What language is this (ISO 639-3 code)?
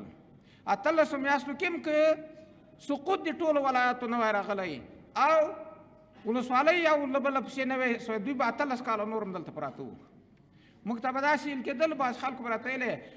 pus